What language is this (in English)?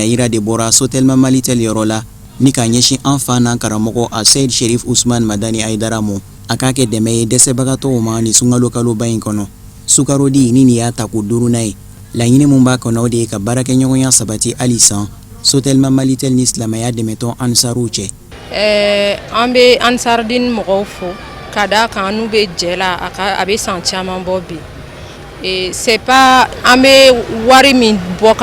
Bambara